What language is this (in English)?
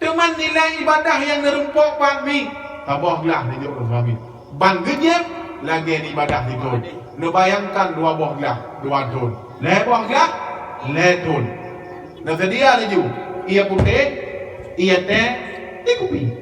Achinese